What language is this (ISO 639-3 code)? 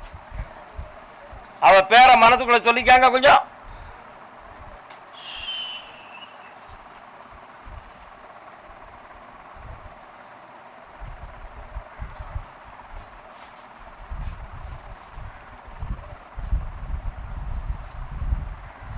tam